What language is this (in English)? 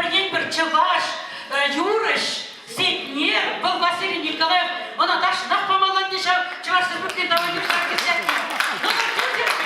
Chuvash